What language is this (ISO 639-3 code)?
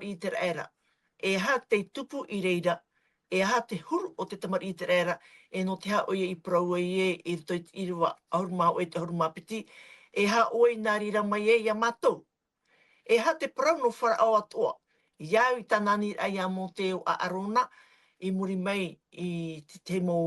tah